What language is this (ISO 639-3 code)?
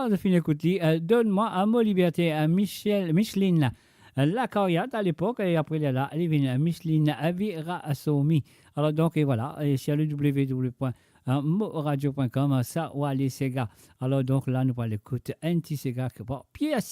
mfe